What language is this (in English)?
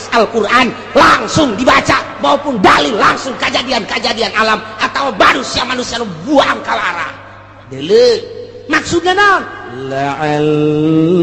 Sundanese